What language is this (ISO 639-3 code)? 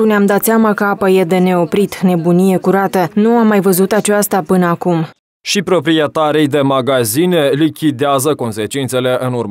ron